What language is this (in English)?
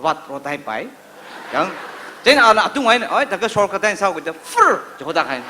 Tangkhul Naga (India)